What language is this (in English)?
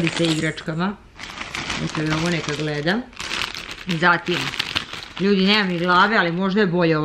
Serbian